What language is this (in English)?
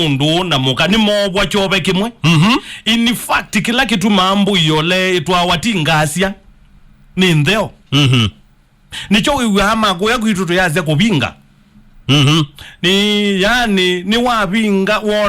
Kamba